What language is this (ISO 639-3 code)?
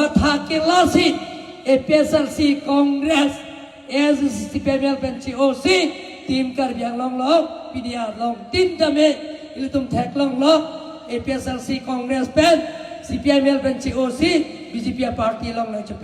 mjw